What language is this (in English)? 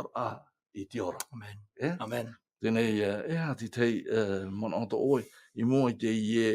Tahitian